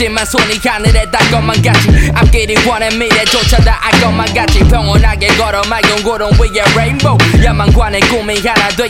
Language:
Korean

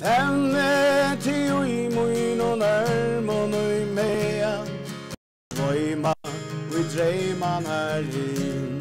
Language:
Faroese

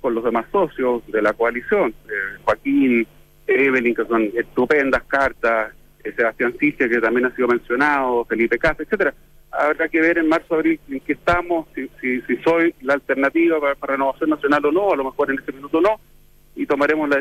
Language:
Spanish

